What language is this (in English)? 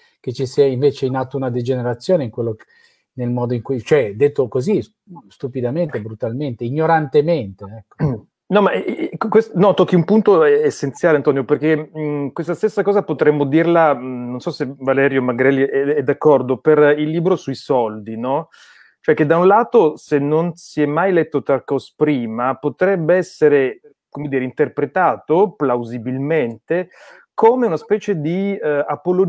Italian